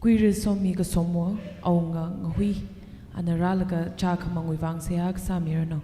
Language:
Tangkhul Naga (India)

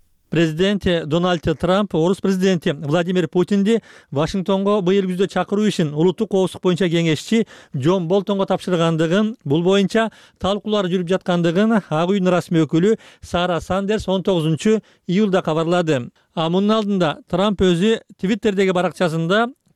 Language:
Kyrgyz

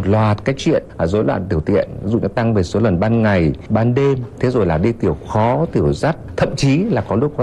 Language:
Vietnamese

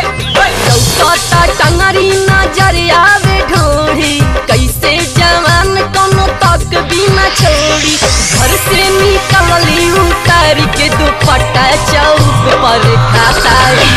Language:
Bhojpuri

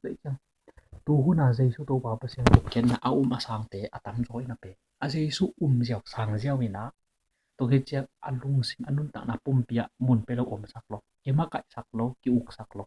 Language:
Tedim Chin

